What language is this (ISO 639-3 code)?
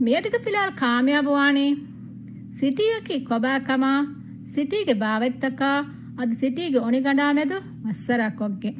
div